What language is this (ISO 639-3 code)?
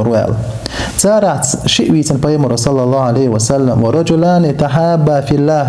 che